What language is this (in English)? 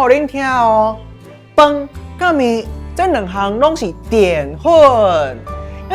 Min Nan Chinese